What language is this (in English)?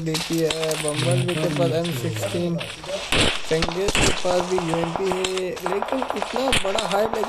Hindi